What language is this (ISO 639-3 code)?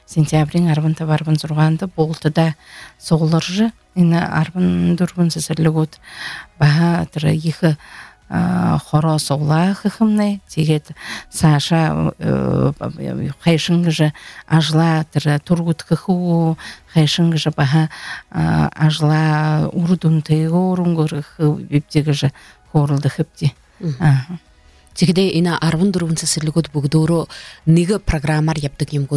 bua